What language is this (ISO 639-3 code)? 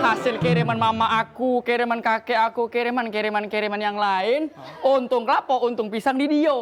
mui